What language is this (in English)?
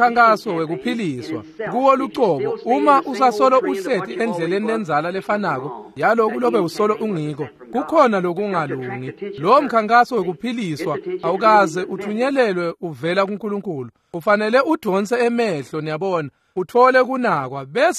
Swati